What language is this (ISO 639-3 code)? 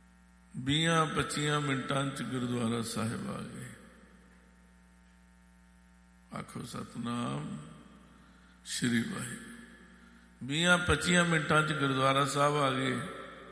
pan